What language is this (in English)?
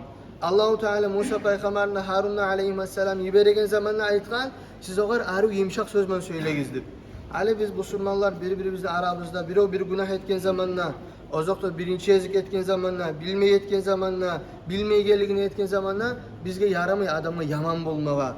Kumyk